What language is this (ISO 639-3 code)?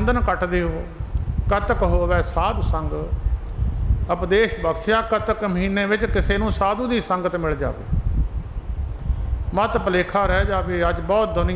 pan